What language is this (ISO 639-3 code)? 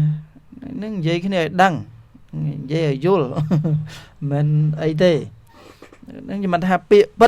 khm